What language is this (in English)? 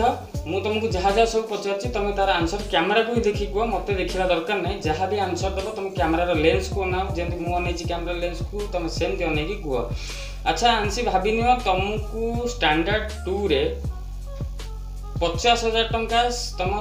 Odia